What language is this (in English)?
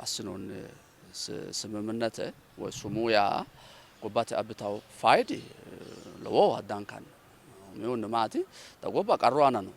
Sidamo